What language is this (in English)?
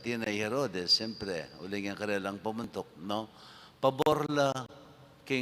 Pampanga